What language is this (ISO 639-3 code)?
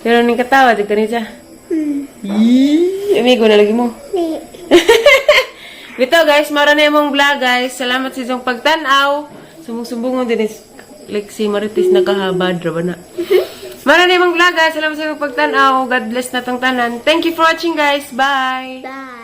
ceb